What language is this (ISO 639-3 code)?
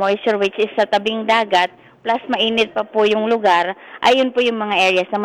fil